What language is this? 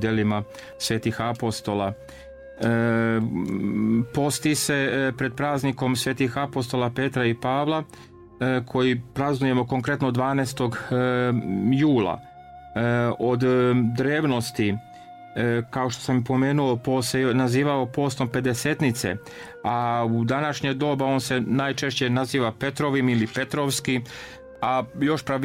Serbian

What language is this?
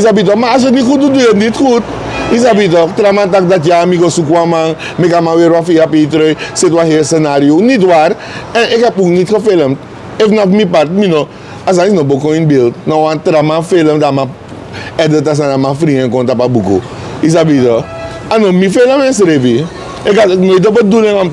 Sranan Tongo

